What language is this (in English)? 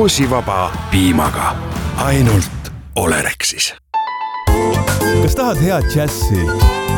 Estonian